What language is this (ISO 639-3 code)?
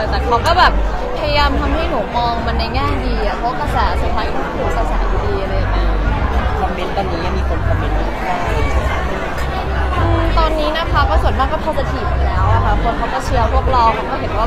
tha